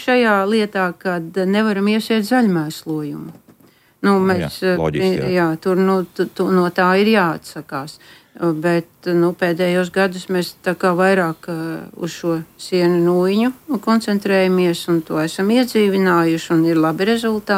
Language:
Latvian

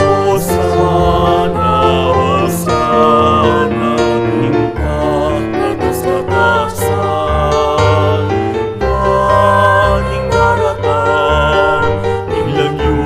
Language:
Pampanga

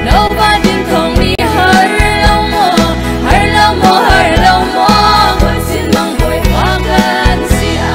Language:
Hakha Chin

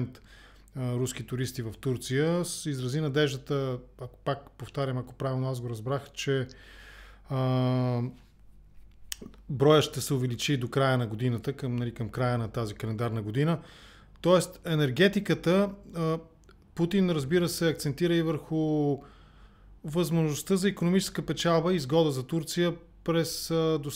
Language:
Bulgarian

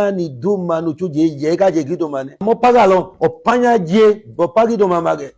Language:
Idoma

